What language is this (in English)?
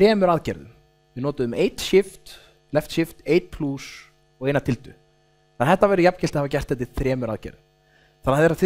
Icelandic